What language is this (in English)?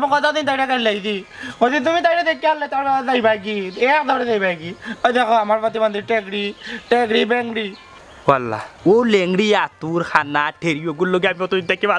Sylheti